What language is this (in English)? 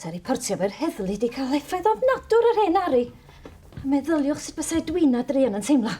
Welsh